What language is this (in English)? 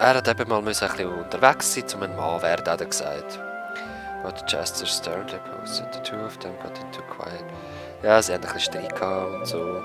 Swiss German